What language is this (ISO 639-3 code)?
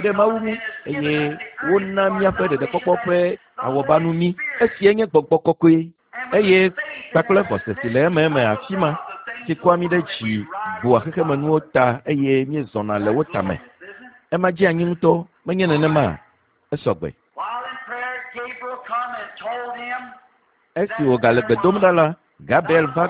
ewe